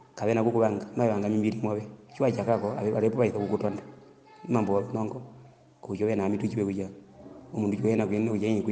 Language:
Herero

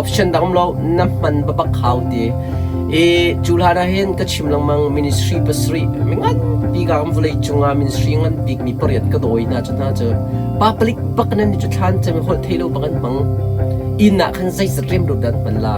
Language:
Hakha Chin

